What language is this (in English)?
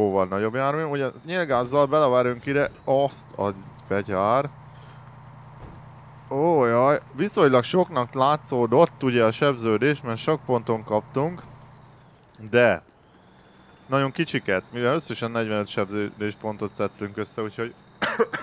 Hungarian